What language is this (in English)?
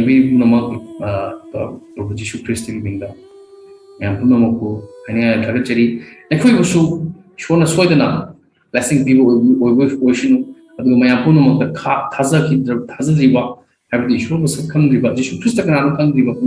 Manipuri